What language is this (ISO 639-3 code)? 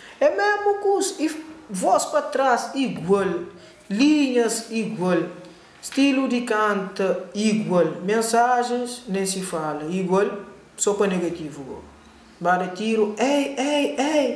kea